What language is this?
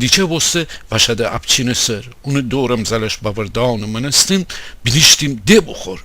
Gilaki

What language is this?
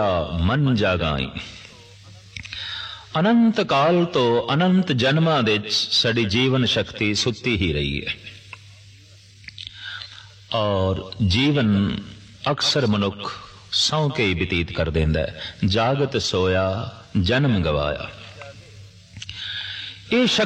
Punjabi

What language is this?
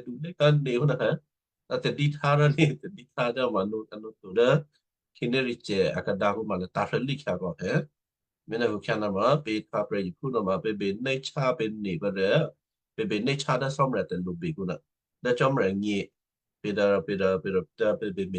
Western Kayah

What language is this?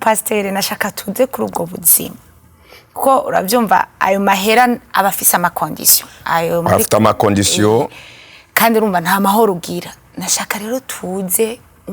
Rundi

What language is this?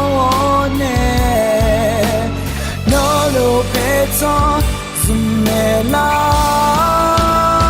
Akha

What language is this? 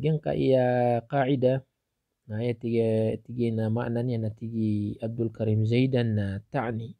Maranao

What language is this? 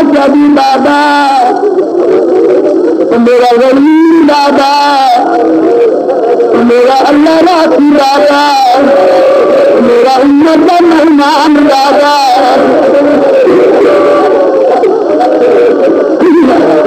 Urdu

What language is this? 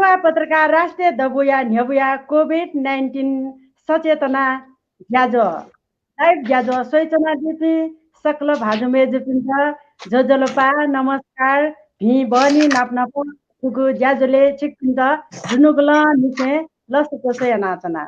Newari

